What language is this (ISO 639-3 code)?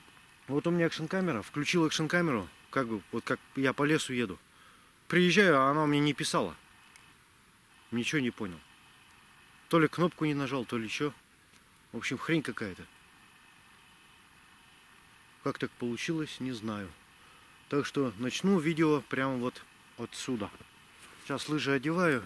rus